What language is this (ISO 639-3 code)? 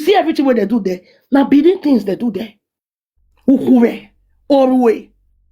pcm